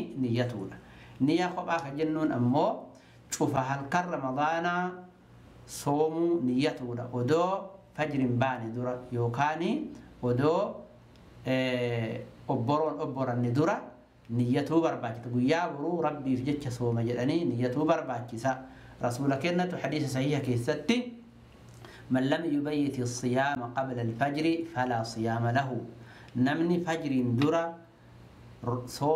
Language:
Oromo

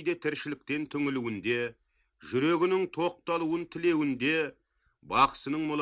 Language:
Kazakh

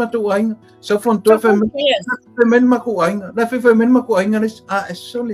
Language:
Samoan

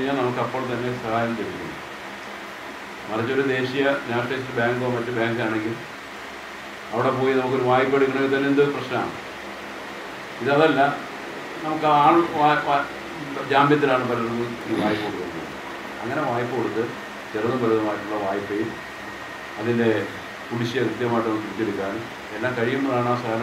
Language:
Malayalam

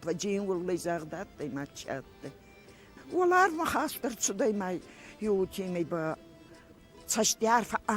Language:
Ossetic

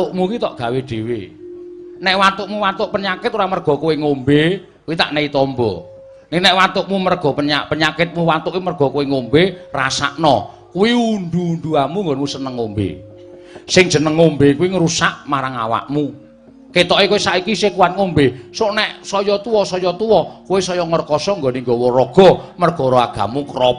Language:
Javanese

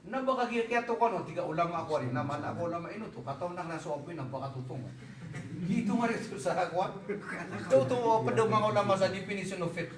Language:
Maranao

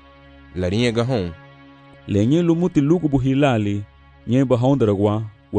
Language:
Garifuna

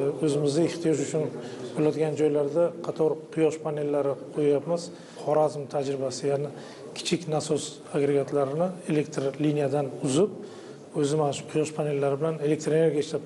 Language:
Uzbek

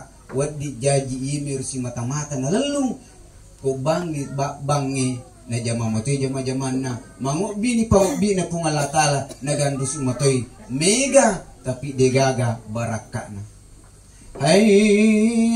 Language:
Buginese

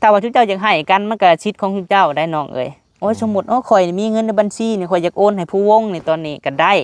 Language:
Lao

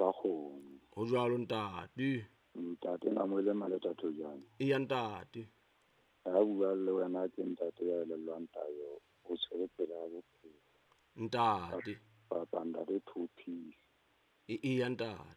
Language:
Southern Sotho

